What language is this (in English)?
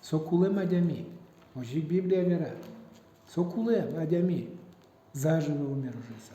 Udmurt